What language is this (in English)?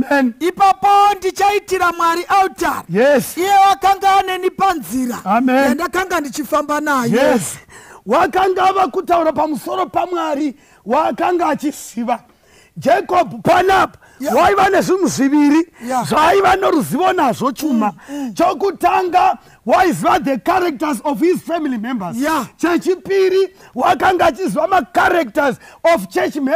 Shona